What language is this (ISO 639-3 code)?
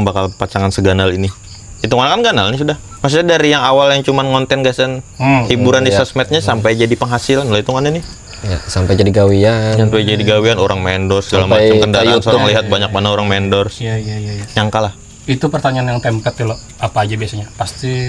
bjn